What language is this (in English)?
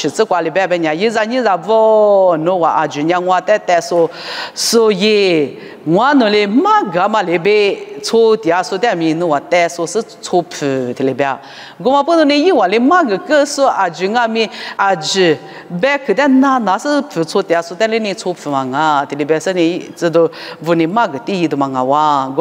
Lisu